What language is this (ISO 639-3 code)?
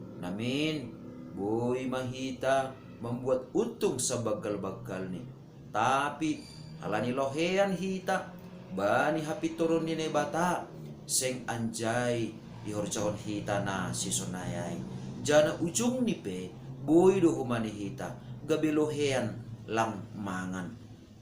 bts